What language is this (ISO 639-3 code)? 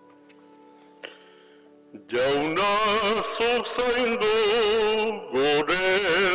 eus